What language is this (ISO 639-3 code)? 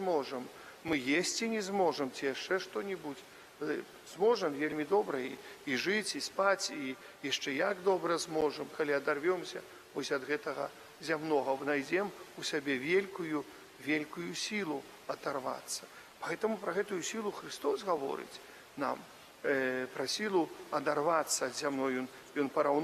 bel